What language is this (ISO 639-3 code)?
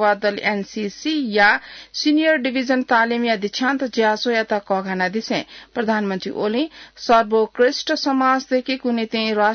new